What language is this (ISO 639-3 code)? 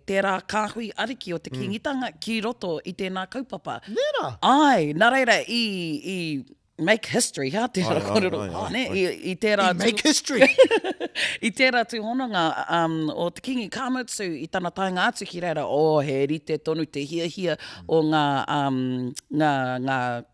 mri